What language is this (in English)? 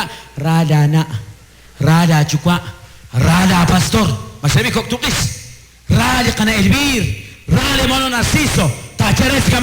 Kekchí